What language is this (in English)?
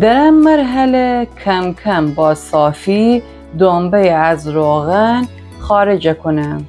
Gilaki